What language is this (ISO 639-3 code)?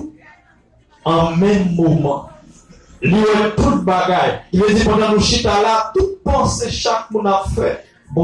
hat